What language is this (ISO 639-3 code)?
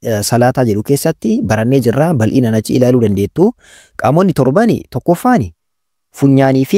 orm